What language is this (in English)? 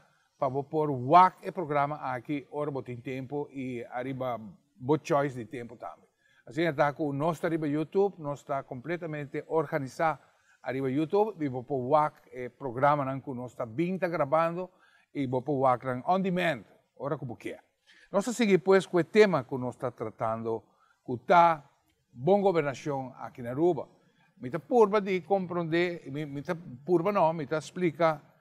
Papiamento